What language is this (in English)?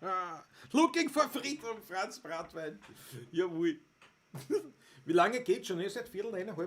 Bavarian